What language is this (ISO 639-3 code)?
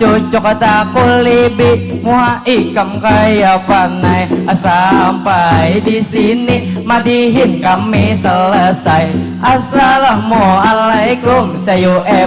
bjn